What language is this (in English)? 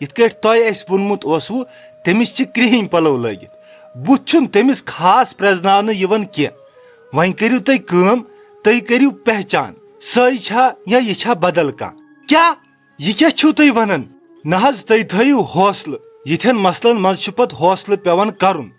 Kashmiri